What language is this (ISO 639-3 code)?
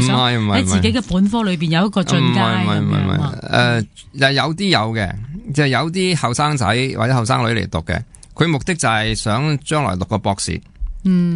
yue